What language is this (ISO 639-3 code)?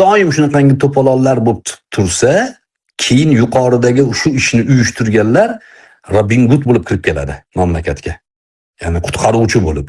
uzb